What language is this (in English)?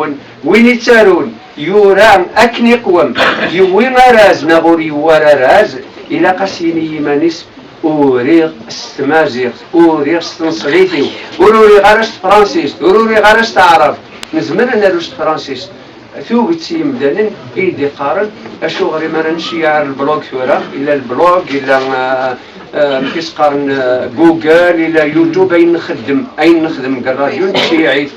Kabyle